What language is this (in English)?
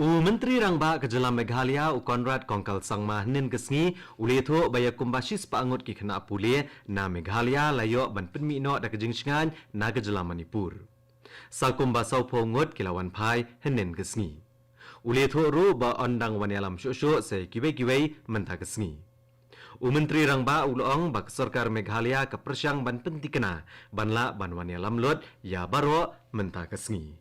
Khasi